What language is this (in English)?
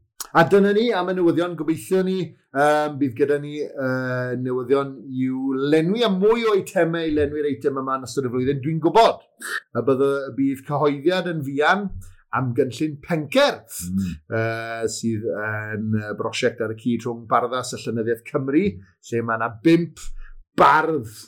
Welsh